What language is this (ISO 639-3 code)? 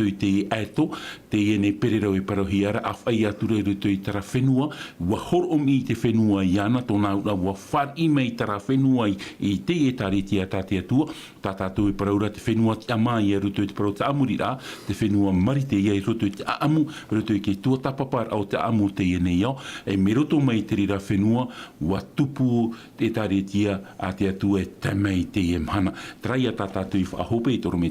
tah